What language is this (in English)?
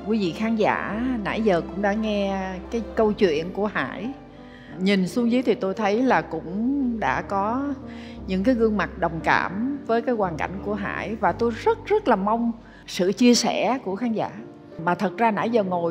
Vietnamese